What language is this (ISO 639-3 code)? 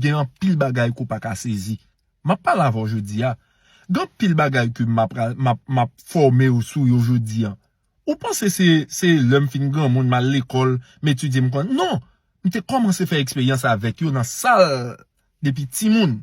hat